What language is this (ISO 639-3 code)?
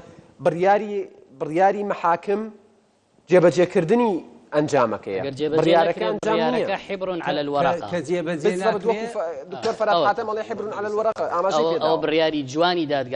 ckb